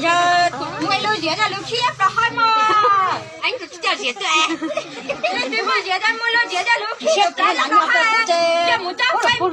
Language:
Hmong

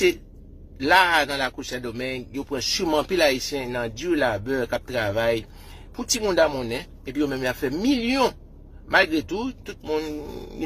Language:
Haitian Creole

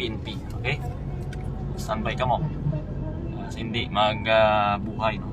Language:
Hiligaynon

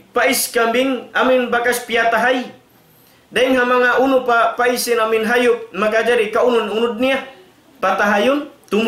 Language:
Tausug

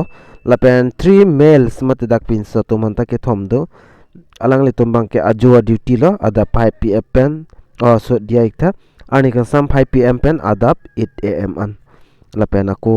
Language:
Karbi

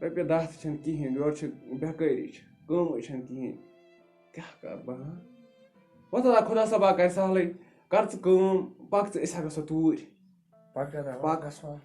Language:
Kashmiri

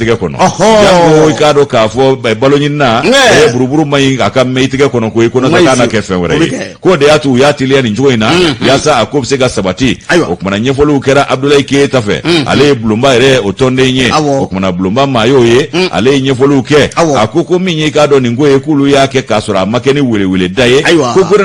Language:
Bambara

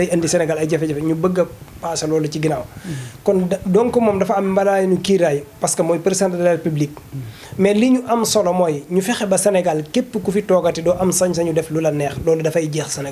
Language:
Wolof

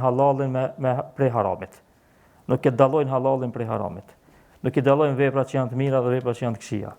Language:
Albanian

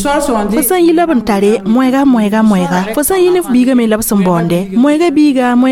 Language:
Mossi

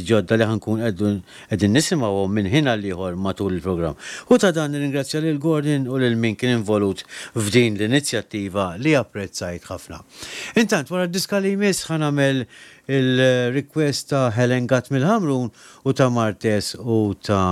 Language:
Maltese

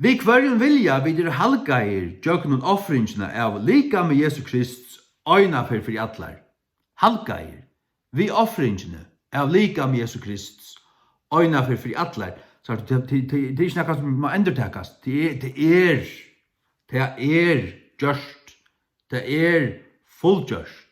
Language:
Faroese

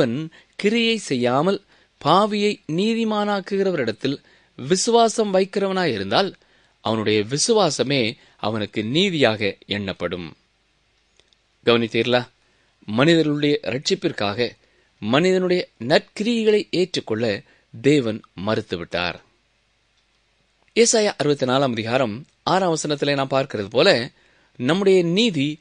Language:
Tamil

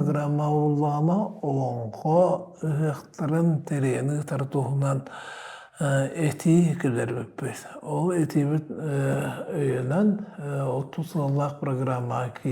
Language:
Yakut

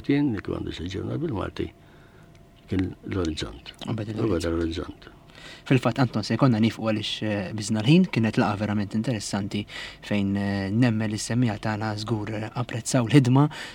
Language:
Maltese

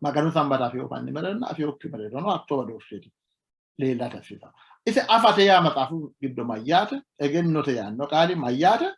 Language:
Sidamo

